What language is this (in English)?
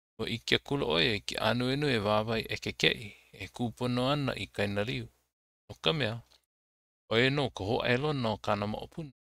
Hawaiian